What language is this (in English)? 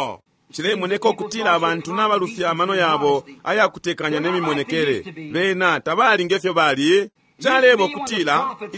Bemba